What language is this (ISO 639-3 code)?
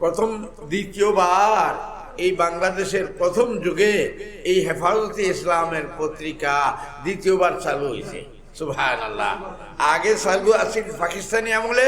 syl